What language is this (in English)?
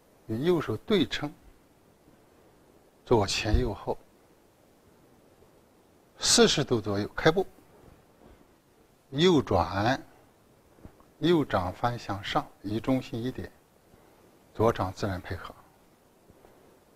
Chinese